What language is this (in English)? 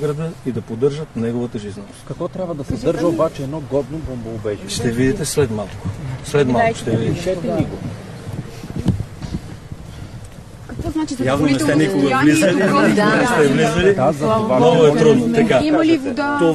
Bulgarian